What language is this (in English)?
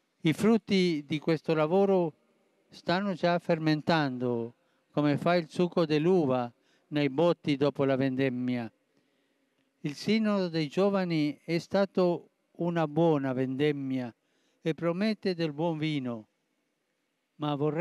Italian